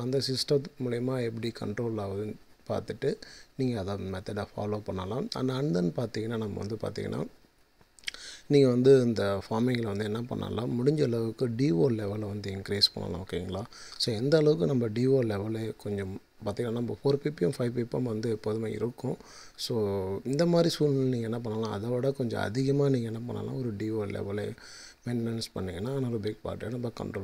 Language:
Tamil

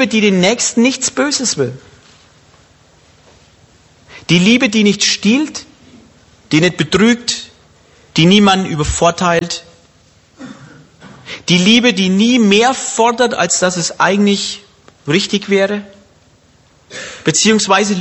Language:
German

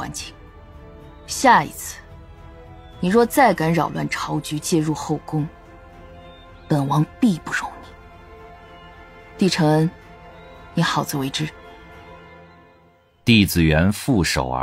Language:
Chinese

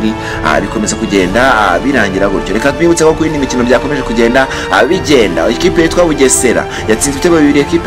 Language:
Kinyarwanda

